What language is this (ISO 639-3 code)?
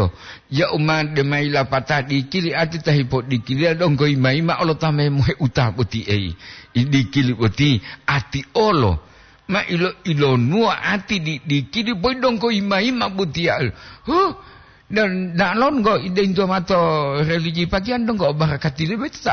gor